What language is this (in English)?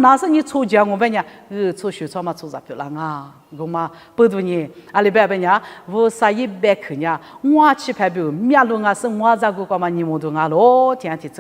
Lisu